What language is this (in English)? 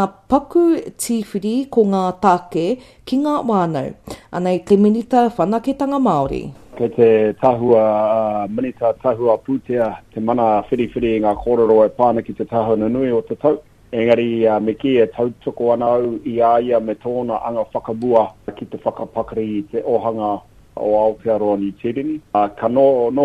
Māori